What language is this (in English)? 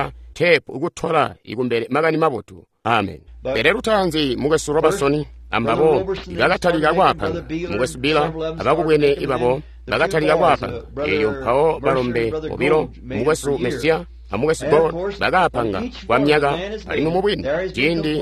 Tonga (Zambia)